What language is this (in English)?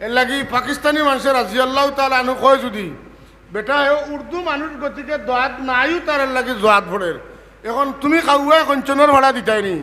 Sylheti